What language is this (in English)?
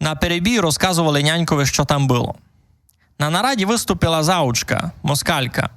Rusyn